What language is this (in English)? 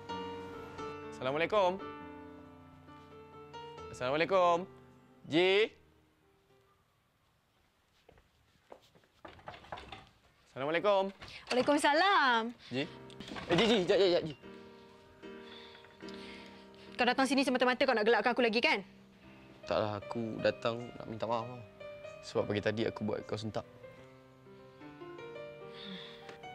Malay